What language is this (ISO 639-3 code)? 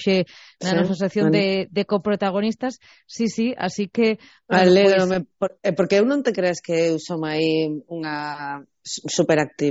glg